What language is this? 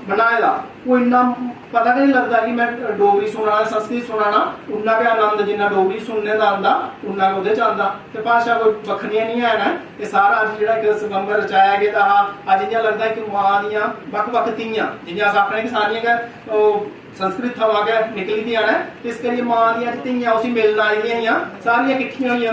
Dogri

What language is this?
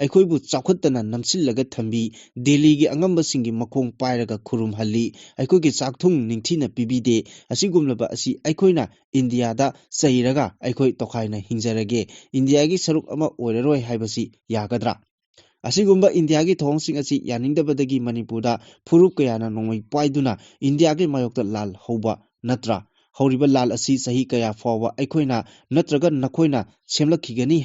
Manipuri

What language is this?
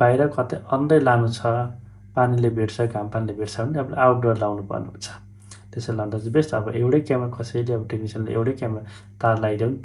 Nepali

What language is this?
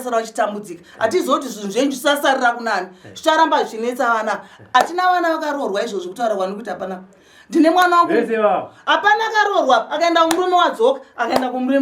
Shona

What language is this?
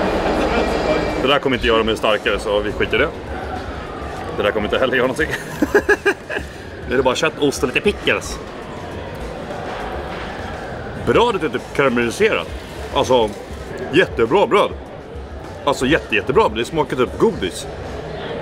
Swedish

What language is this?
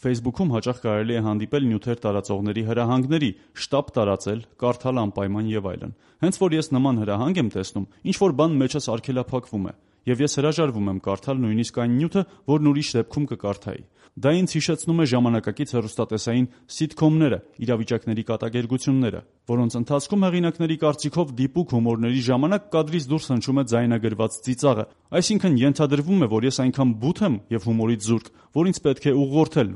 Armenian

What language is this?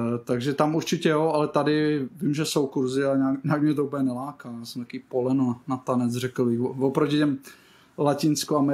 Czech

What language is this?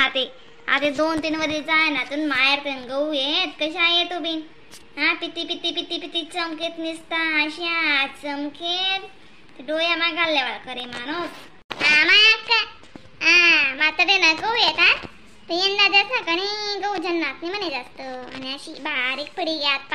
Khandesi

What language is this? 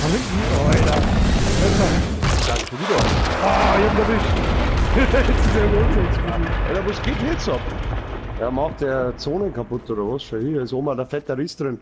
Bavarian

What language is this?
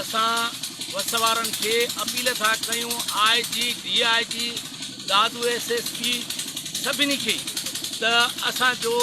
Sindhi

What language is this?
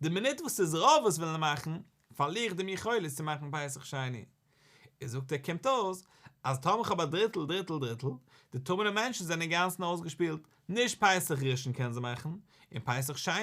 Yiddish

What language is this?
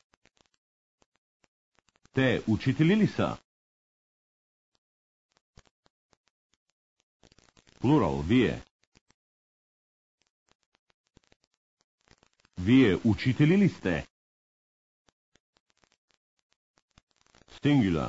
Bulgarian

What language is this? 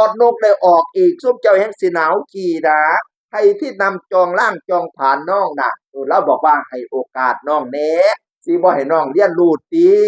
Northeastern Thai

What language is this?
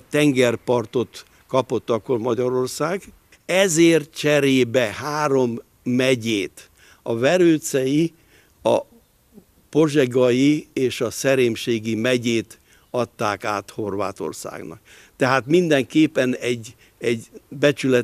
Hungarian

